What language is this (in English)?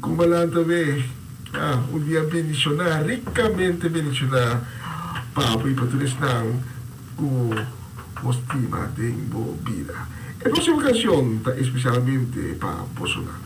Papiamento